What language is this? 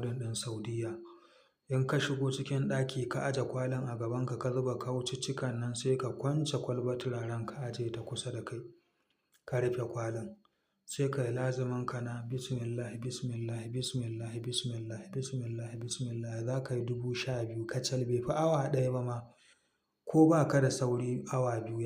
Hausa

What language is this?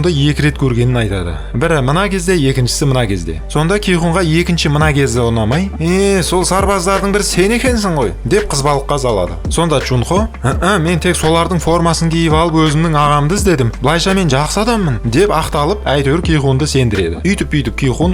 Kazakh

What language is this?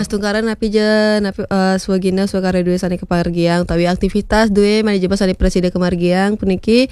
Balinese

